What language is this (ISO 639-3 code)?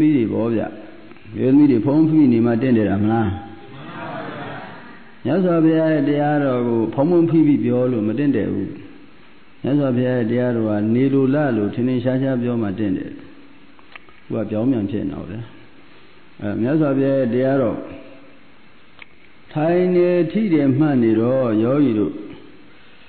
mya